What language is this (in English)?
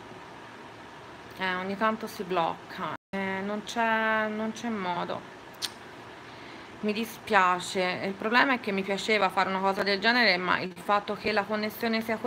Italian